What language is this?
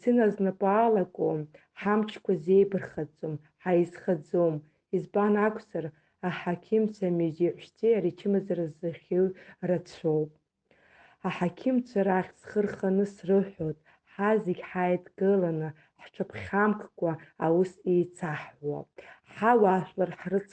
Abkhazian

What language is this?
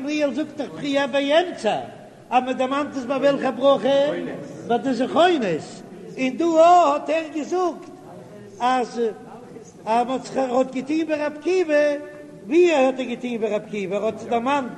Yiddish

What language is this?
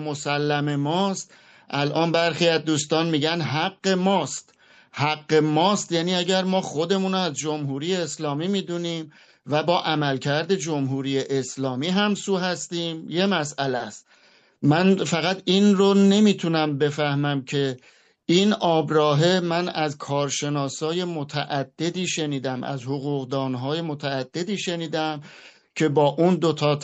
Persian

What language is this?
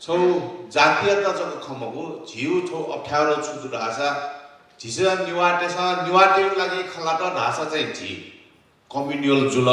Newari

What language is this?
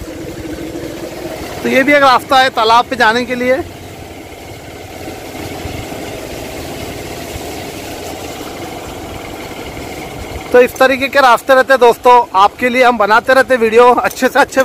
Hindi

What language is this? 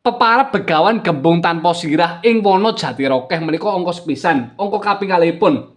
Javanese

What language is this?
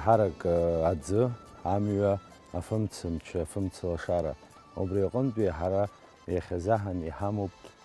Abkhazian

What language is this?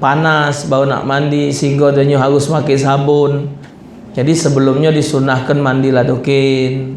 Musi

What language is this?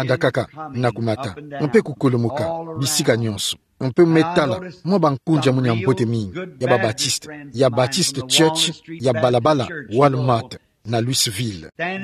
Kituba (Democratic Republic of Congo)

